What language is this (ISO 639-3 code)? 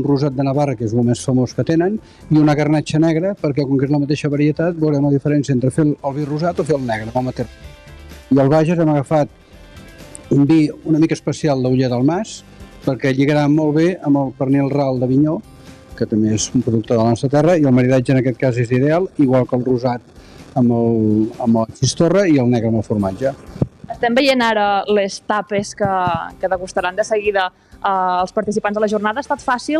cat